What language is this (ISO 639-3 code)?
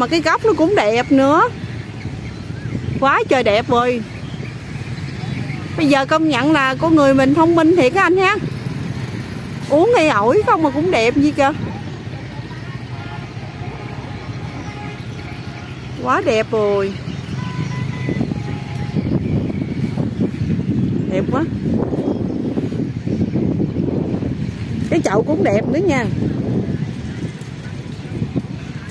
vie